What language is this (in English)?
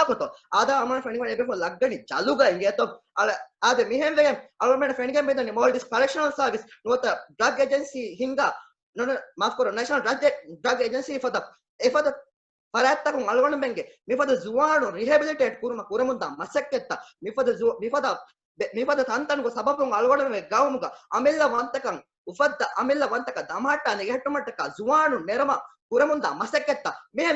Divehi